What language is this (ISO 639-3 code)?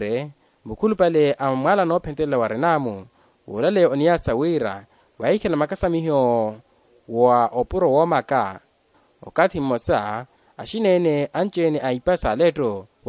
vmw